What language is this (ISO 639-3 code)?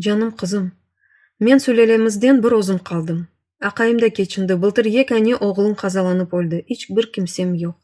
crh